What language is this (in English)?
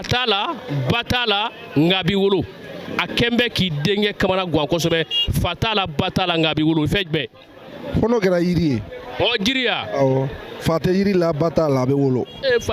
Bambara